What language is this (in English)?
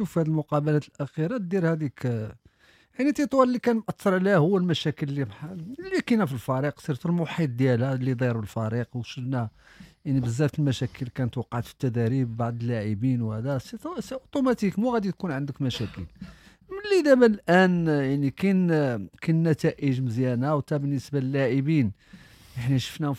Moroccan Arabic